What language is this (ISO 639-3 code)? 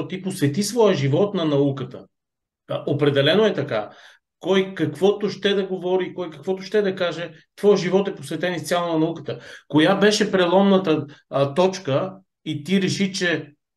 bul